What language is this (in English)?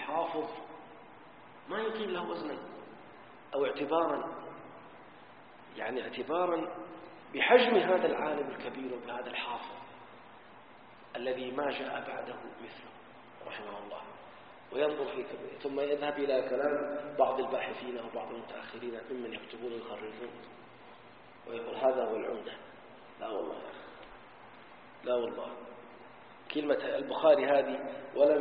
Arabic